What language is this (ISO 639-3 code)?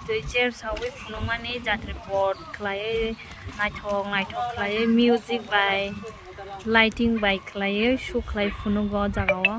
trp